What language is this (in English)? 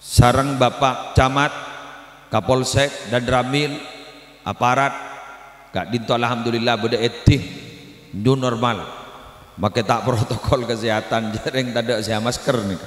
Madurese